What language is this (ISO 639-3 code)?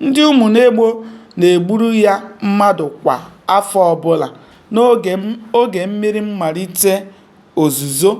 ibo